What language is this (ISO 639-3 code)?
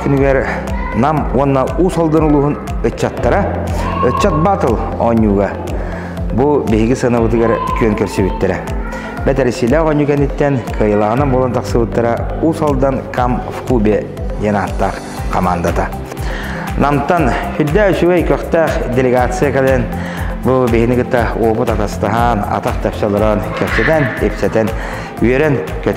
sah